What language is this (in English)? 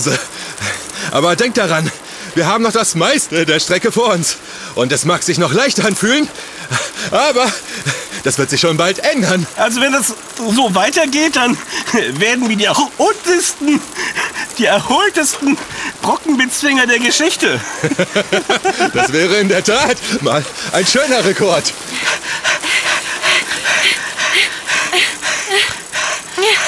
German